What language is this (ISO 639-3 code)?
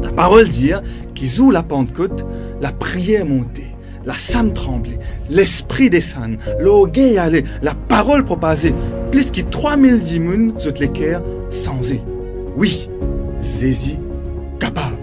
mfe